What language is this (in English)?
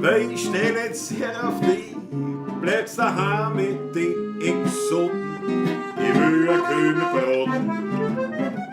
Bavarian